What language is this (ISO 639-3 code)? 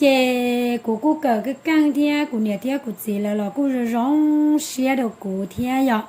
hmn